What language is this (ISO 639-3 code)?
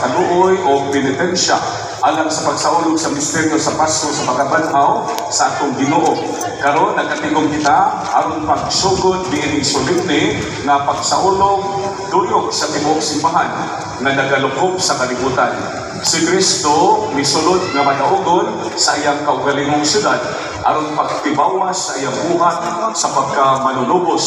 ceb